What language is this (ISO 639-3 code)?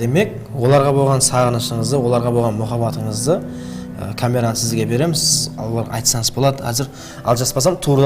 kaa